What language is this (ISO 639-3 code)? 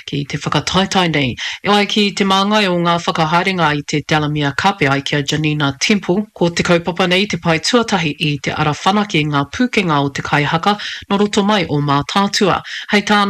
mri